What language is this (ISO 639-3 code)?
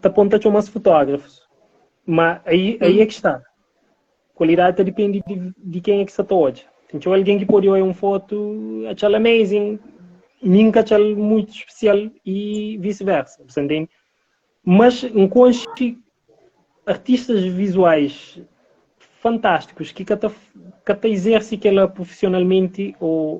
kea